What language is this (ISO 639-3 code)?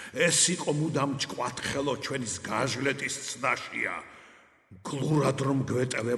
kat